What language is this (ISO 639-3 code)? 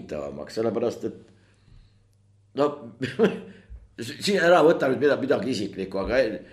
est